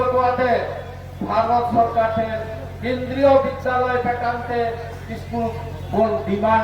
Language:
Santali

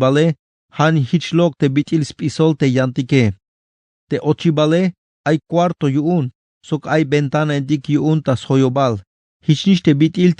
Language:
Tzeltal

